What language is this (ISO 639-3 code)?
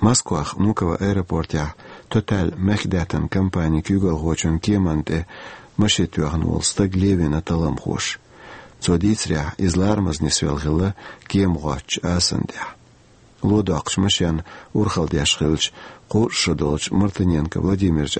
che